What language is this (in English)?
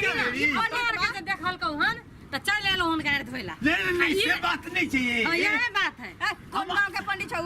Maithili